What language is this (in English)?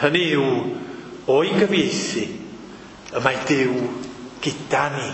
Welsh